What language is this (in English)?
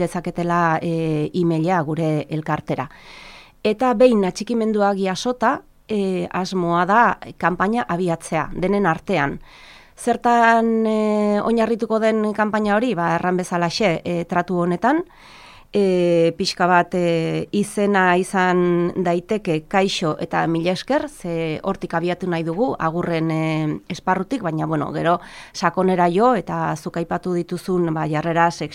Basque